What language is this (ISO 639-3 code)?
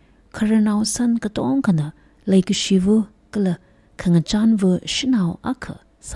nmf